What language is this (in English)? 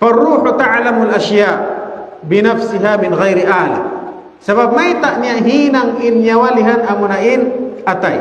Tausug